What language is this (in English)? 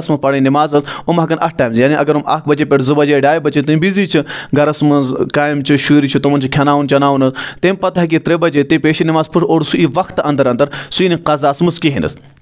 Kashmiri